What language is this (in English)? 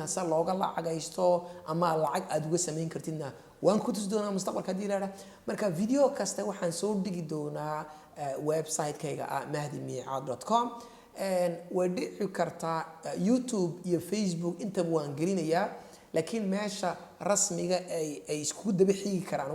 Somali